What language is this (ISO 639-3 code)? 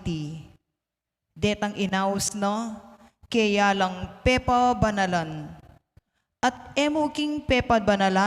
pam